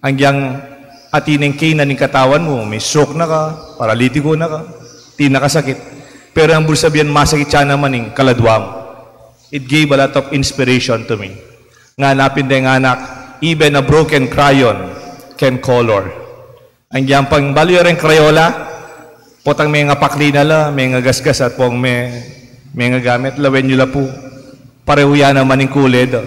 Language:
Pampanga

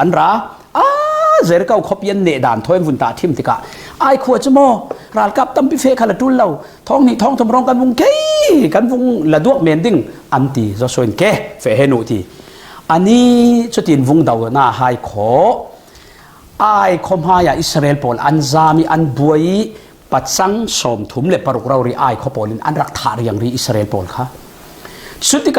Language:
Falam Chin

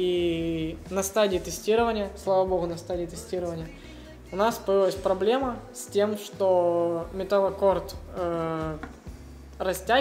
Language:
Russian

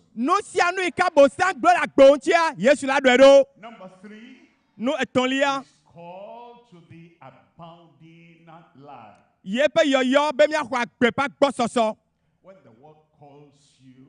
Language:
Ewe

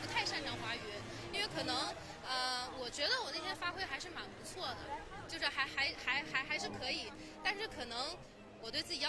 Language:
Chinese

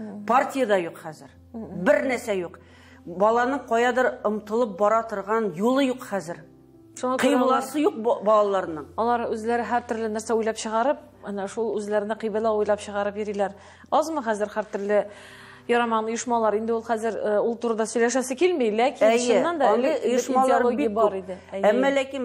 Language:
Tatar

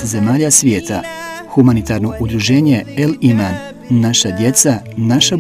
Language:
Bosnian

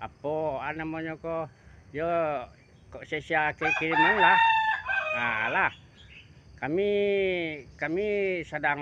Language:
Minangkabau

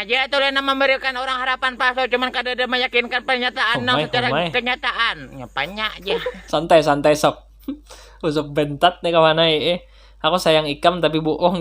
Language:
Banjar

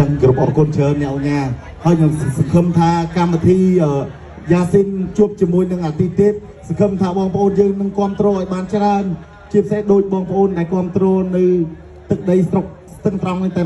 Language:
Khmer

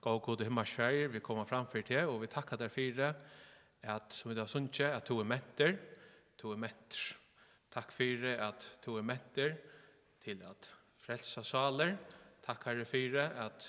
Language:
Faroese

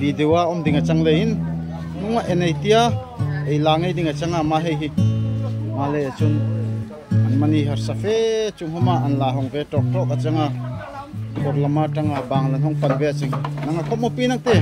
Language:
Darlong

